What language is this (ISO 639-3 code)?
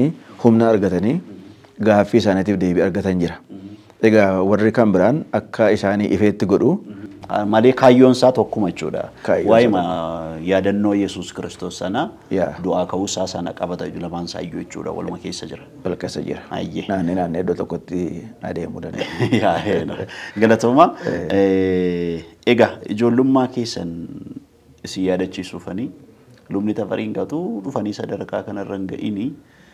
orm